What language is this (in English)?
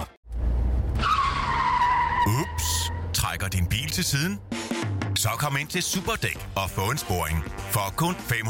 Danish